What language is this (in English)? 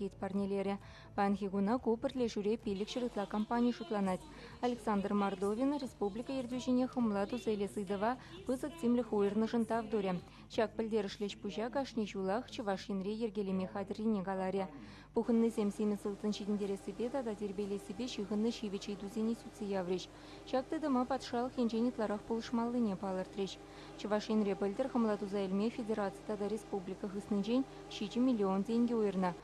Chuvash